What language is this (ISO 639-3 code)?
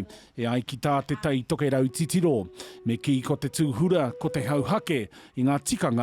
mri